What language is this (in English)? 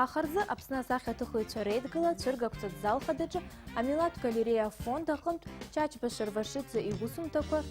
Abkhazian